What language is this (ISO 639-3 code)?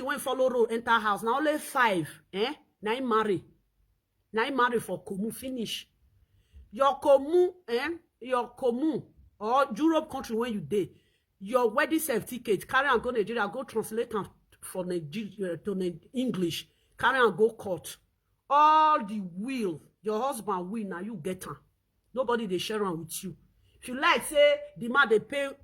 pcm